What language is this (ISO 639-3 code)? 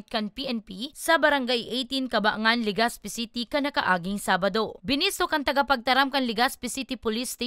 bik